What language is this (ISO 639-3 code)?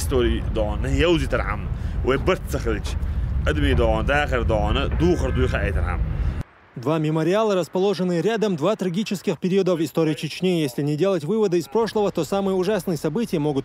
che